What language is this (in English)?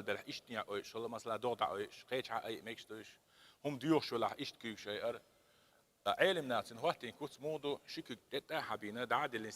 Chechen